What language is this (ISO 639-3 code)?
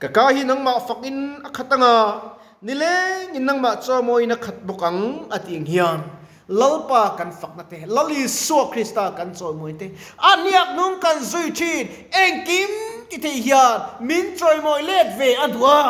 lus